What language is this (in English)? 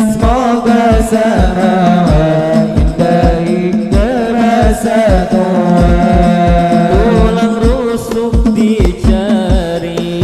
Banjar